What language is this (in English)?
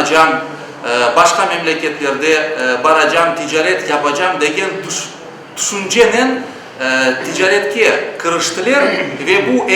Crimean Tatar